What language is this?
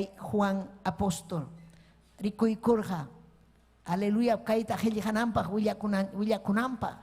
Ayacucho Quechua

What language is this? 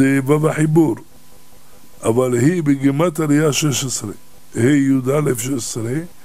Hebrew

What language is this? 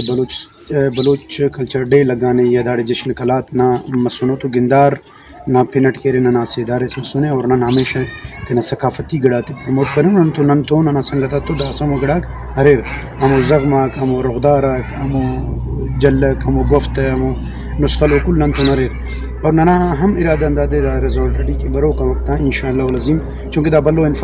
Brahui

